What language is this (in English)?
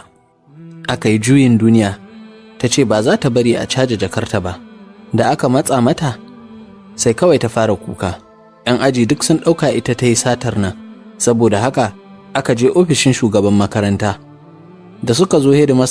Hausa